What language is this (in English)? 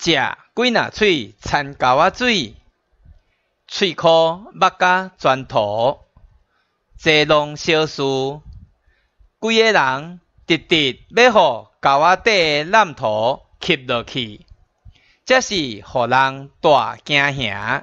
Min Nan Chinese